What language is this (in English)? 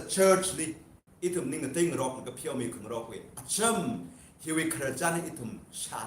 Tangkhul Naga (India)